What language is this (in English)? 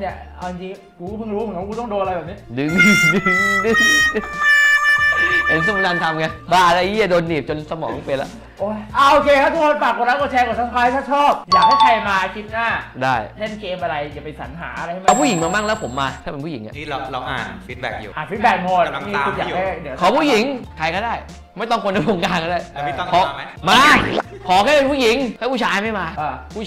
Thai